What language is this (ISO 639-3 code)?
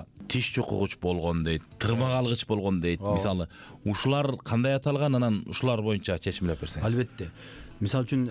kir